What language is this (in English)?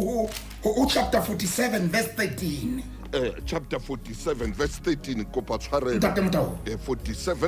Southern Sotho